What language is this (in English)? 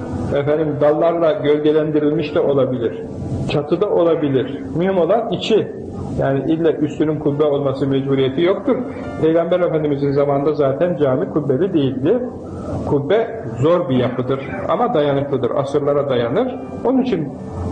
Turkish